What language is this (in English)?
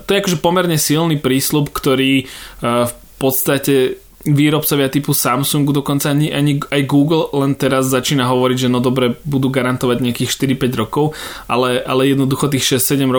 Slovak